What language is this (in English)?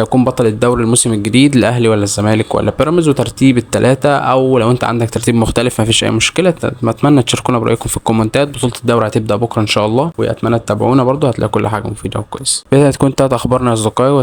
Egyptian Arabic